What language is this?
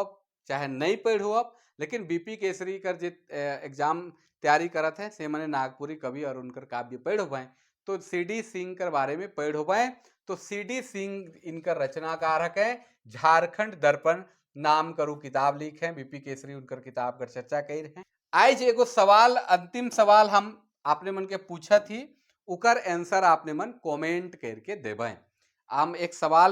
Sadri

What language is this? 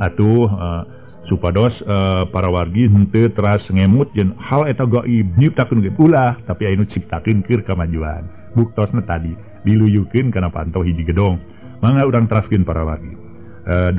Sundanese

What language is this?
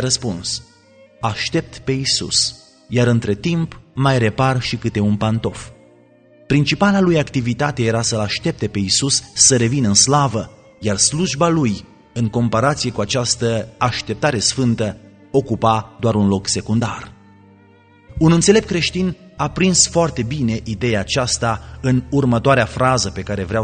Romanian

